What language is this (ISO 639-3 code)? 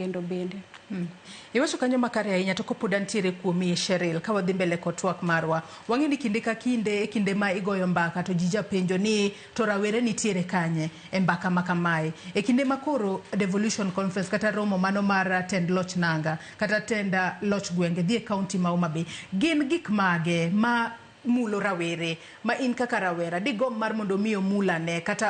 luo